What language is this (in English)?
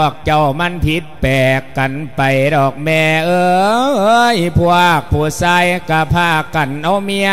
Lao